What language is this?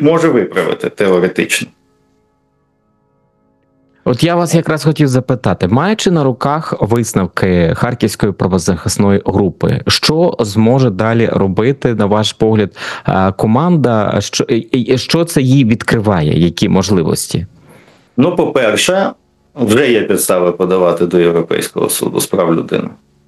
Ukrainian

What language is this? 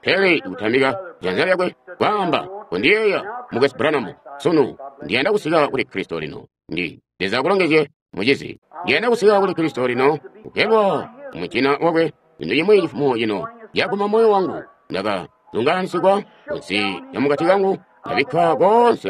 Tonga (Zambia)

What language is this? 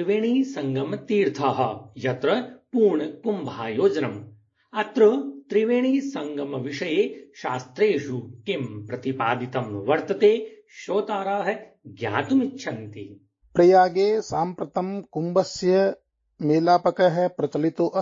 Sanskrit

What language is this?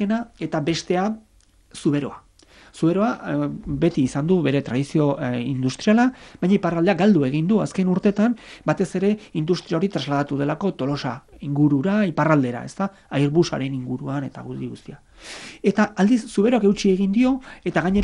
Basque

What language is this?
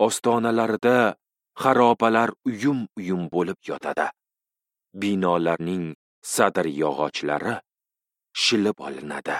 Uzbek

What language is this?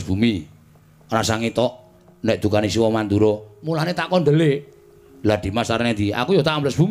Javanese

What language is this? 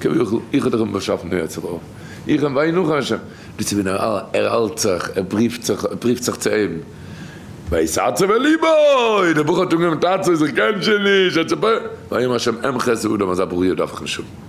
Yiddish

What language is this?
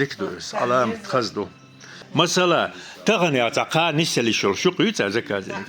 Chechen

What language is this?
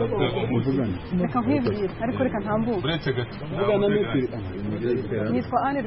Kinyarwanda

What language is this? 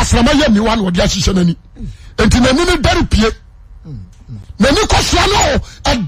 Akan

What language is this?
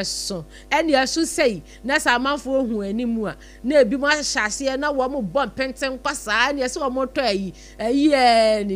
Akan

